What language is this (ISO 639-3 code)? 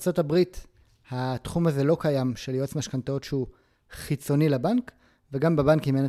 heb